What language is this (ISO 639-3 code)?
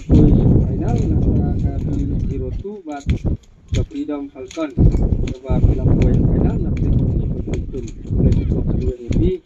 kha